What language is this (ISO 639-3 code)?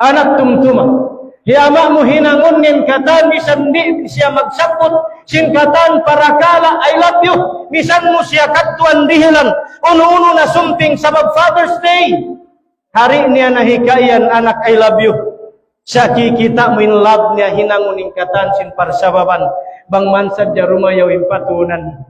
tsg